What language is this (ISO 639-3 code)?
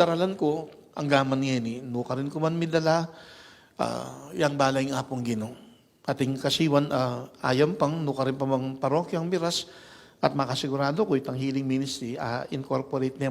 pam